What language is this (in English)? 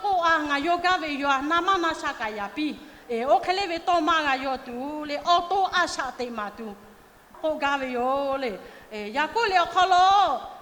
Lahu